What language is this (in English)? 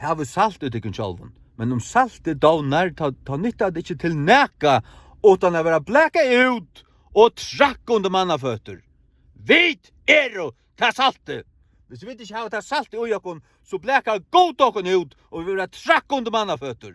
Faroese